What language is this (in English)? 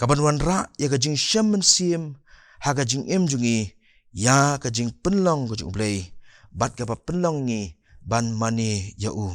Khasi